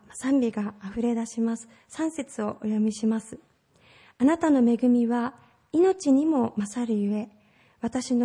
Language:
Japanese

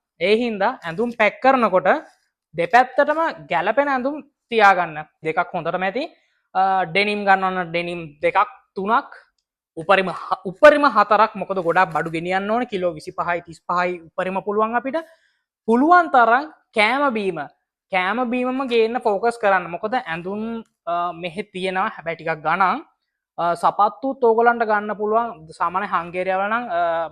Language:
Sinhala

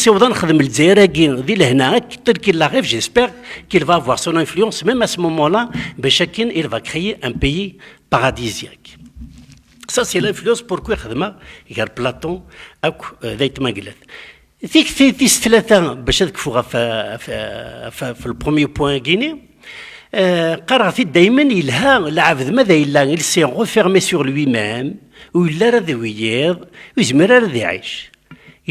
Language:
Kabyle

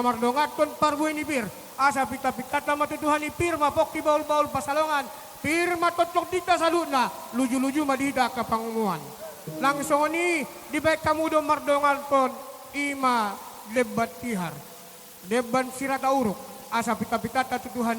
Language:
Batak Toba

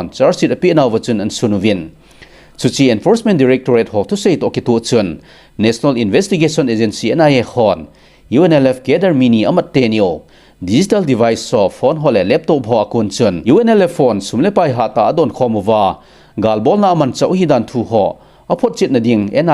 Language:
Thado Chin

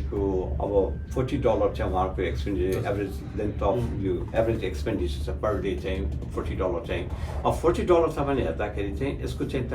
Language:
Nepali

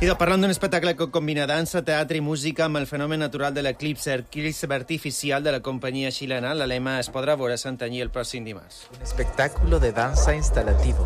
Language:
Catalan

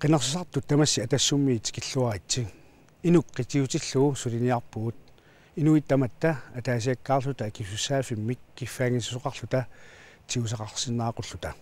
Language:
Kalaallisut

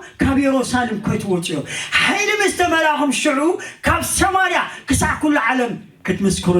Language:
Tigrinya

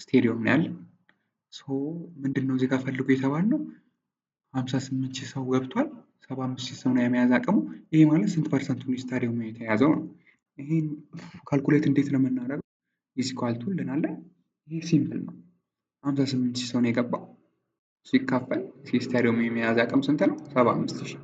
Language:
Amharic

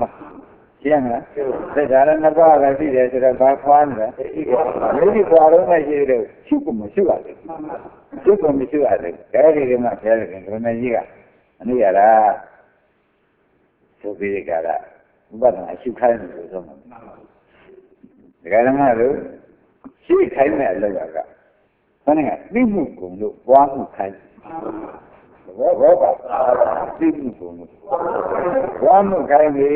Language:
Burmese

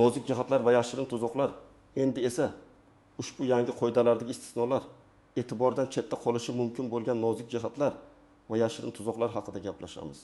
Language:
Uzbek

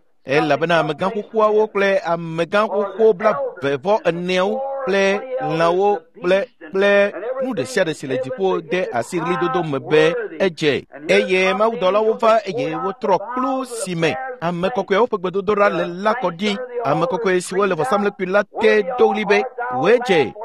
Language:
Ewe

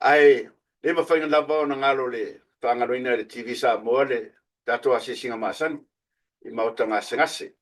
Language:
Samoan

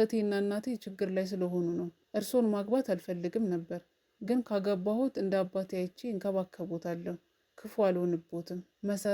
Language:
Amharic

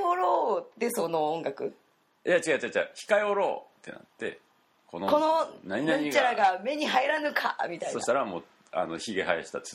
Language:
Japanese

